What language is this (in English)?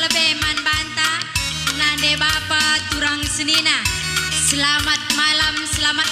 Batak Karo